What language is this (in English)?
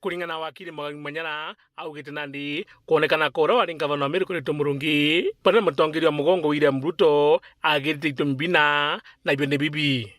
Meru